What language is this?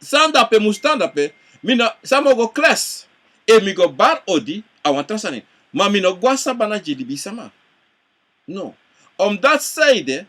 Sranan Tongo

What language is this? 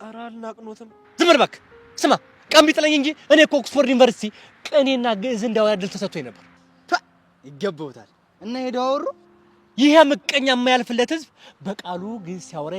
Amharic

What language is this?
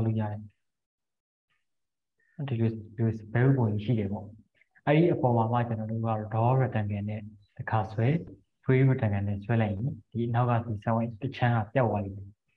Burmese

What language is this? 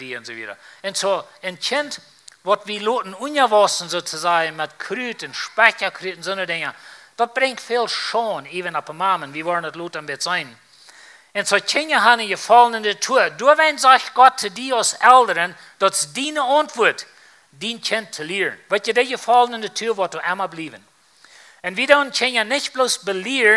Plautdietsch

